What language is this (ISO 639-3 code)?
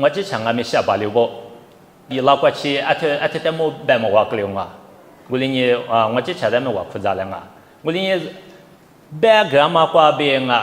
lis